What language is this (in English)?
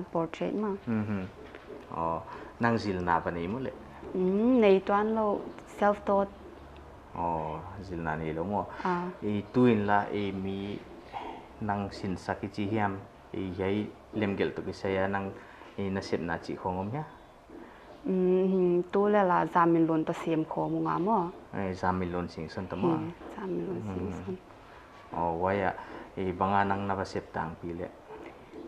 Paite Chin